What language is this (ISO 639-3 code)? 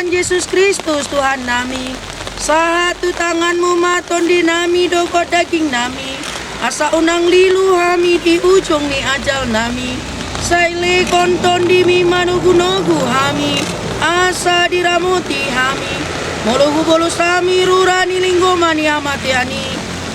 bbc